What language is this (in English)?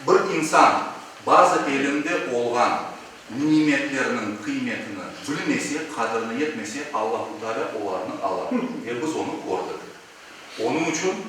Crimean Tatar